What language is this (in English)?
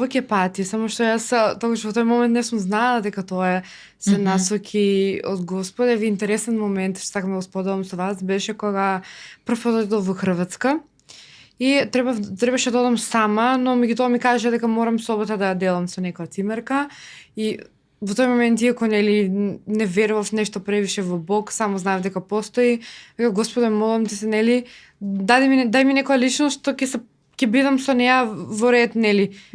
Macedonian